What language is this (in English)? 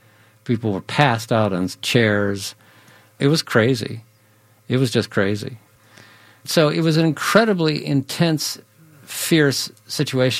English